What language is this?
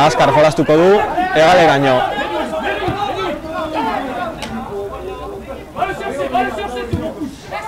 Basque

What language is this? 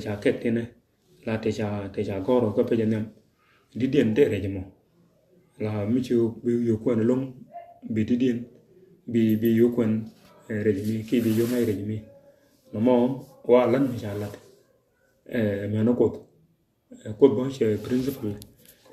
Nuer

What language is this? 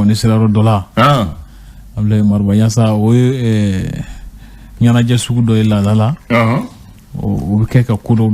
Bambara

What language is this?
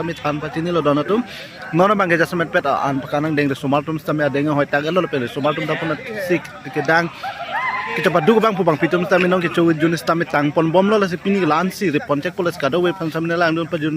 Karbi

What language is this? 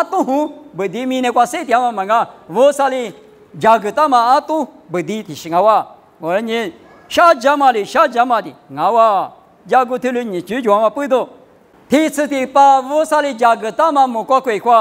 Lisu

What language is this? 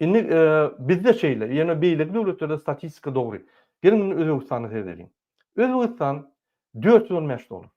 Turkmen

